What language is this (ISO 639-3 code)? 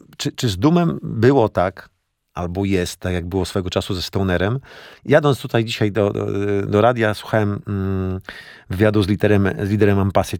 pol